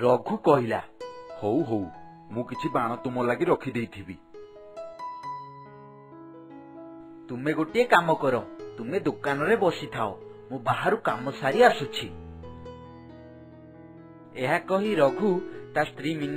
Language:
Odia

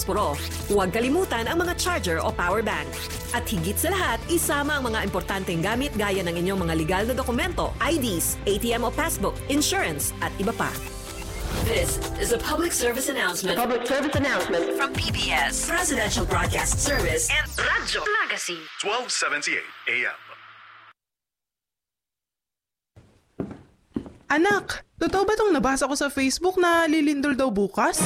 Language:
Filipino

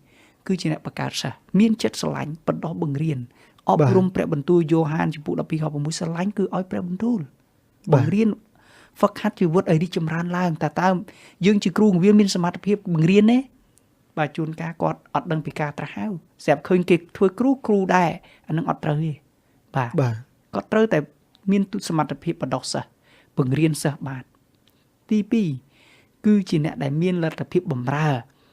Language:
Khmer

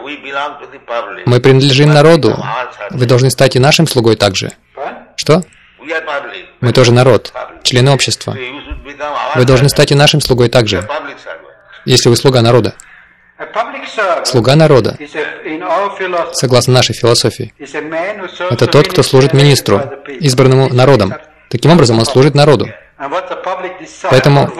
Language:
Russian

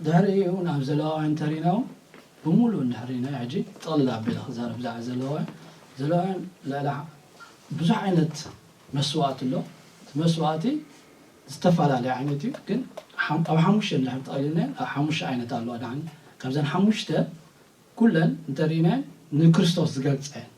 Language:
Tigrinya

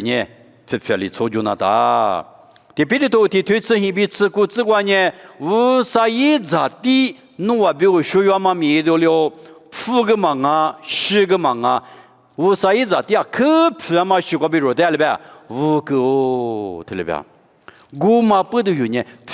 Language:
Lisu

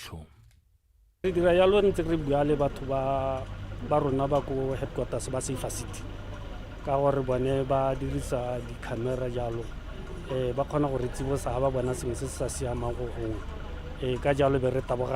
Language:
Tswana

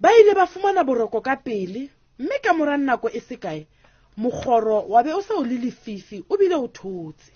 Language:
Southern Sotho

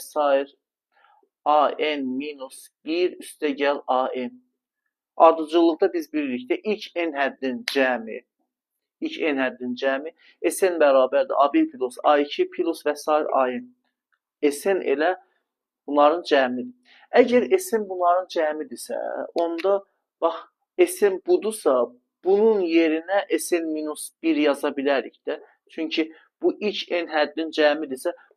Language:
Azerbaijani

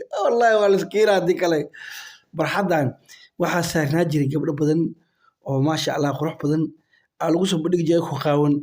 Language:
Somali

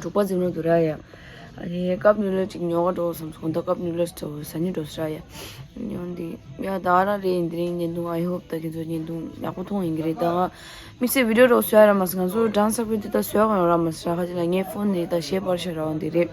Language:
Tibetan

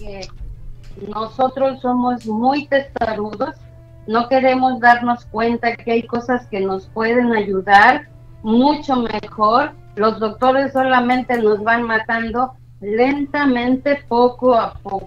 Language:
Spanish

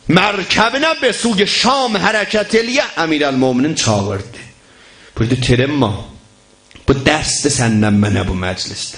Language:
South Azerbaijani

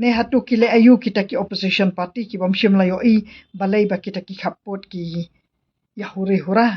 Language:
Khasi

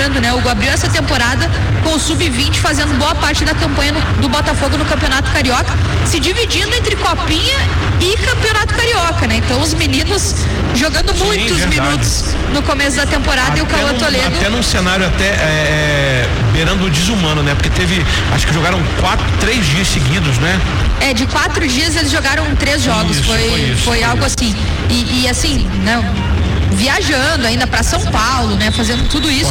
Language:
Portuguese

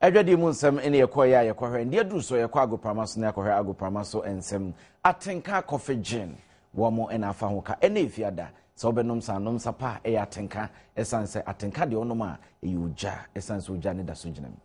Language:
Akan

